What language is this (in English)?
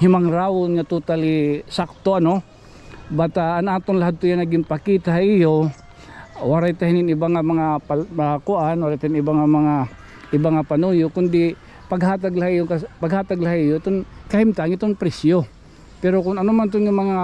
Waray